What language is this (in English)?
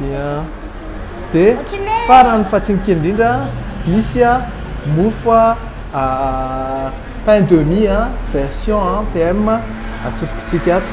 Malagasy